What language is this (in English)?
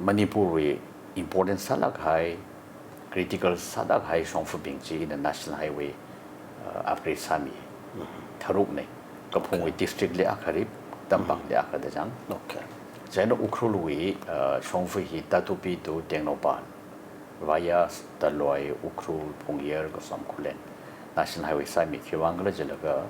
Tangkhul Naga (India)